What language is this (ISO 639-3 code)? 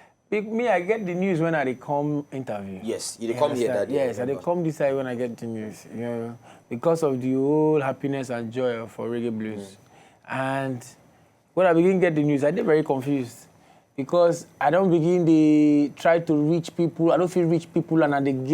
pcm